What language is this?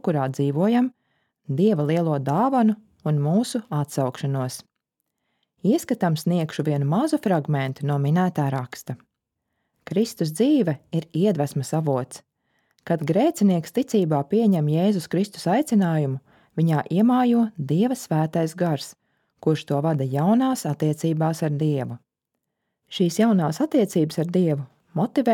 Latvian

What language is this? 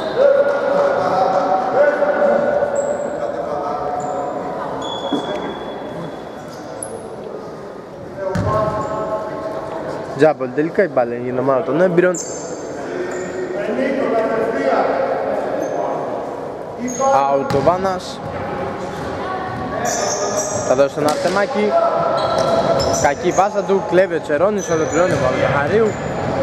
Greek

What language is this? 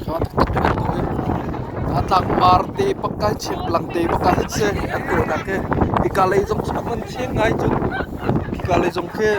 Hakha Chin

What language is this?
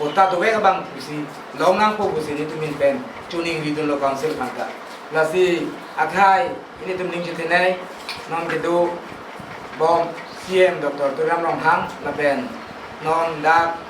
Karbi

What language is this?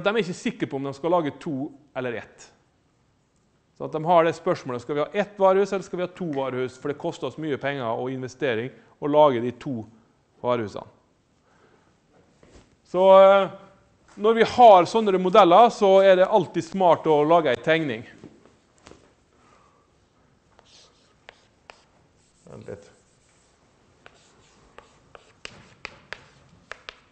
Norwegian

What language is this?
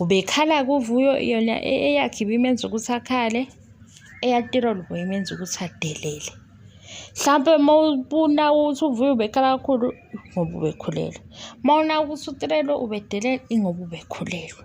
Zulu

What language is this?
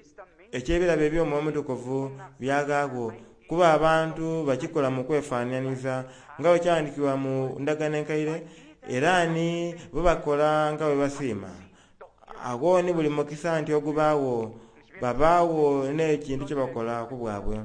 Soga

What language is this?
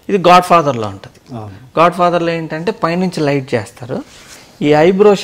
Telugu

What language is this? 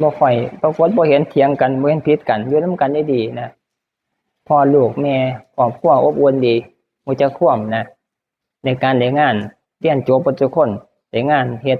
Northeastern Thai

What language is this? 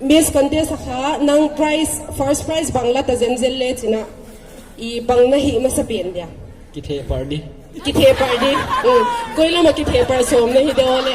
Paite Chin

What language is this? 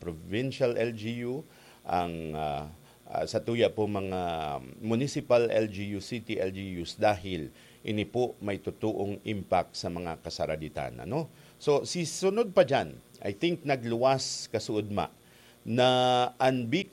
Bikol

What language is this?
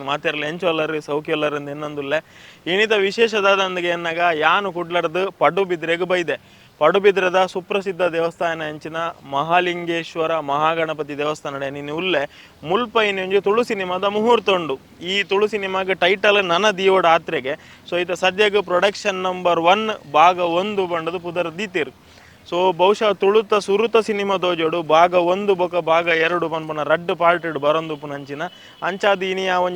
Tulu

